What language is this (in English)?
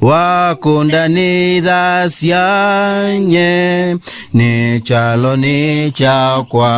Kamba